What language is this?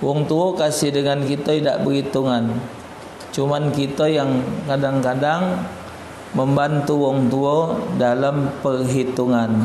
Musi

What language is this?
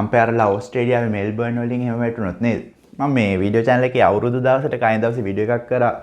Sinhala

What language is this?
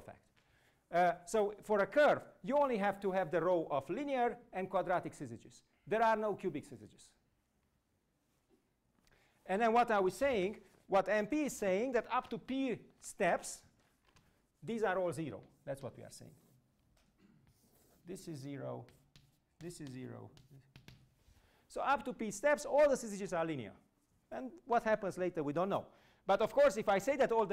English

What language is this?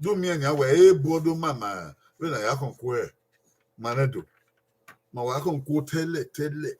Bini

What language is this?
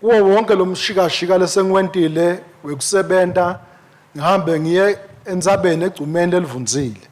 Swati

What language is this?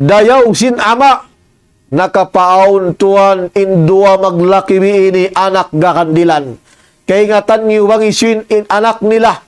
Tausug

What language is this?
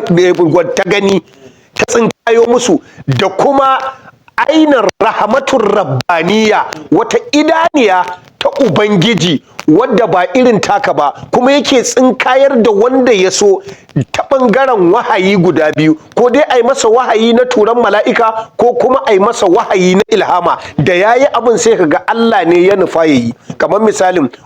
Hausa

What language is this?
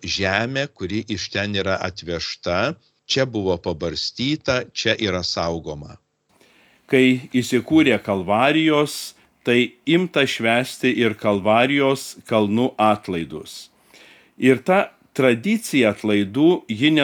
Lithuanian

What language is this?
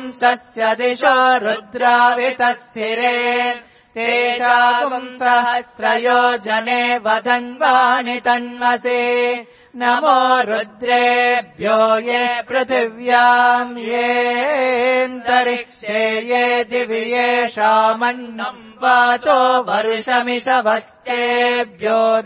Sanskrit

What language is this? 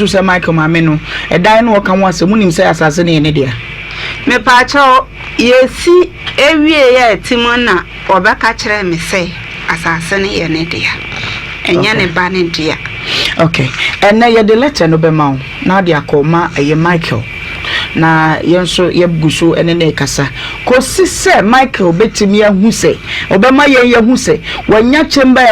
Akan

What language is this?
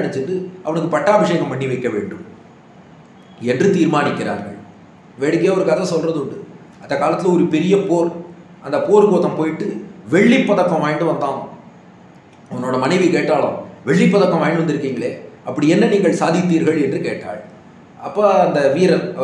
Tamil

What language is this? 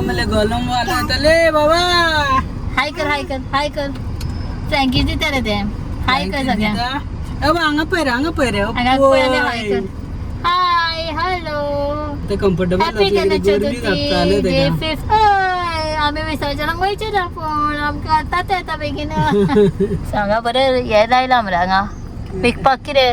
Konkani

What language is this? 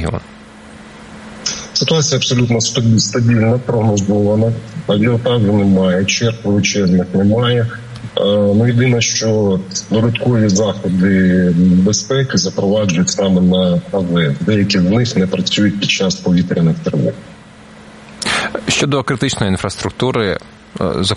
Ukrainian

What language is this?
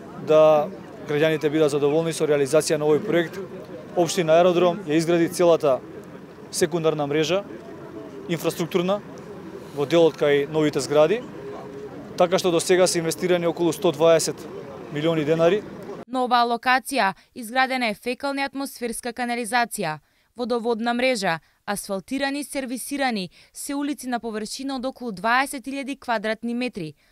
Macedonian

